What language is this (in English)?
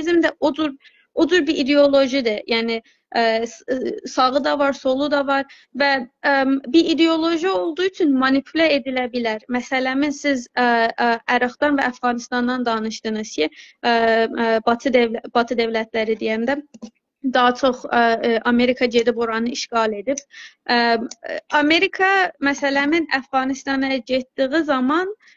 South Azerbaijani